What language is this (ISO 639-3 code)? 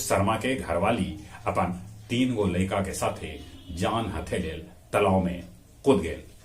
mag